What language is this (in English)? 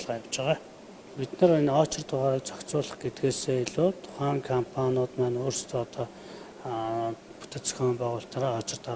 Mongolian